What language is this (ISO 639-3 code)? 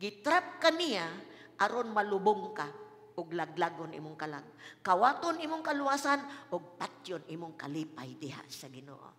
ceb